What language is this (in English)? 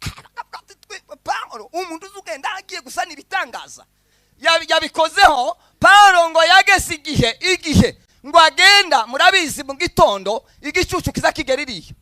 Kinyarwanda